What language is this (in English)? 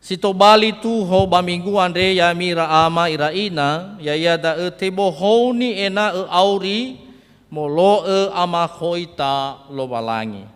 Nias